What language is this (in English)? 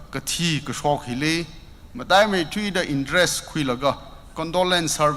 Tangkhul Naga (India)